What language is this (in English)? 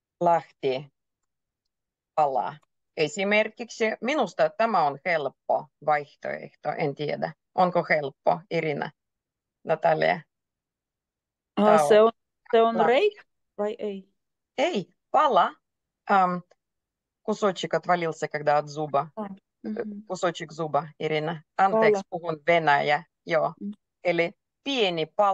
Finnish